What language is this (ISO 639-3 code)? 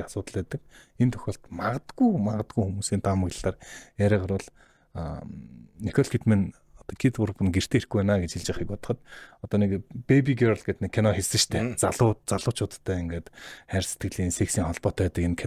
mon